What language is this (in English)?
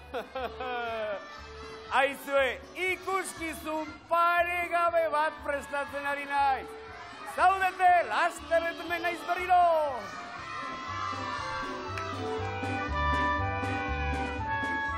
Basque